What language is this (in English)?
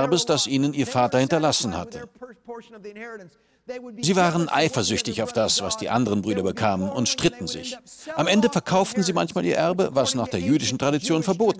German